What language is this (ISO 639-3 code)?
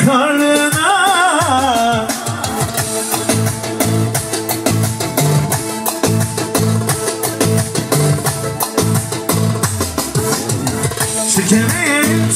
tur